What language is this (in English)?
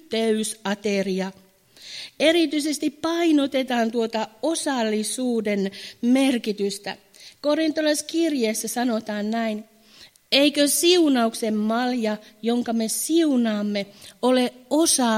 Finnish